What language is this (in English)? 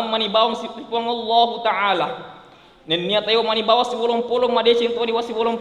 Buginese